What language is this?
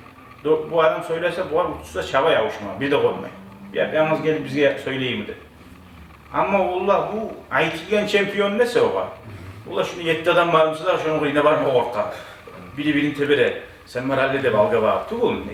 Kumyk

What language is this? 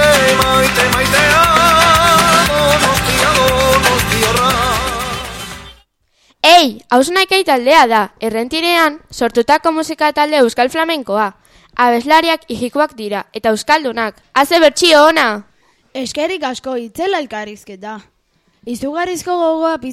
Basque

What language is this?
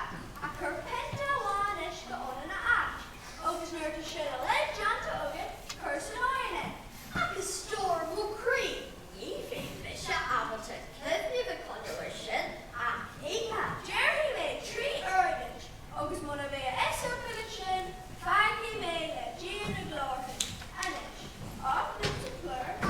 Irish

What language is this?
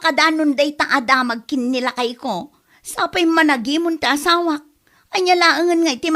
Iloko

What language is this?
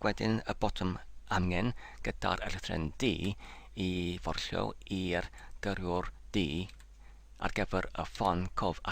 Welsh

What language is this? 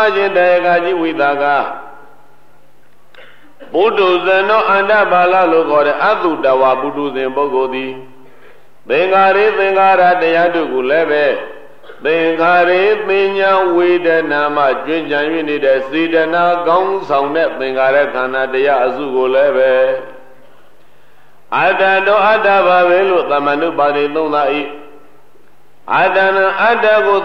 Burmese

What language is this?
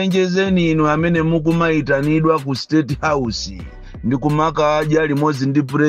Nyanja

